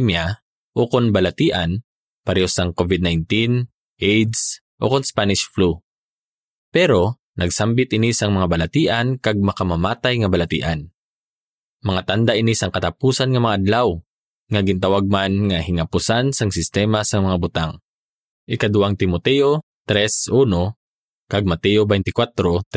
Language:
Hiligaynon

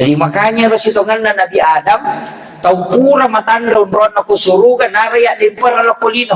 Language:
Buginese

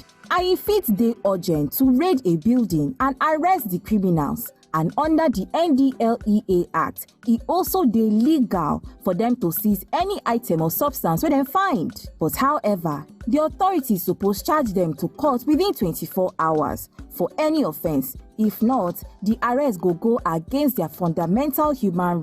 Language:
Nigerian Pidgin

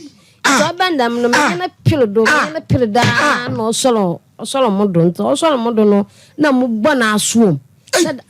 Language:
Akan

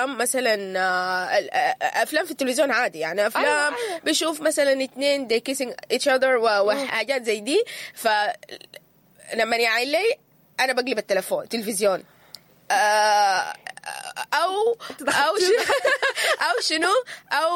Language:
Sudanese Arabic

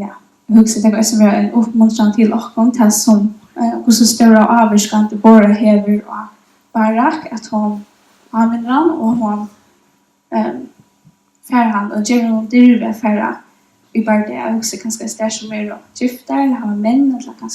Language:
Faroese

